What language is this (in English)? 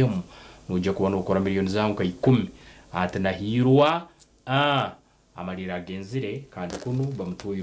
Nyankole